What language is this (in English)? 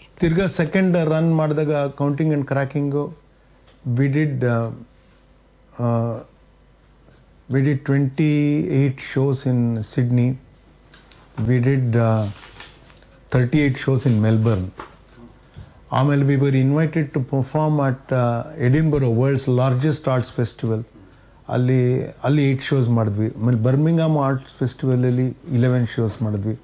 Kannada